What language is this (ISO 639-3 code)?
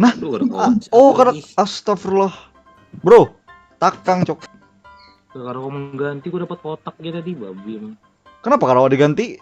bjn